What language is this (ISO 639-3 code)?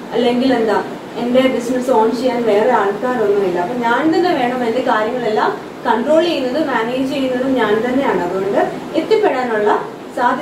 mal